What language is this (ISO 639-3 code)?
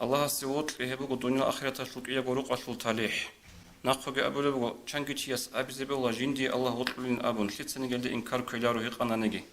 ava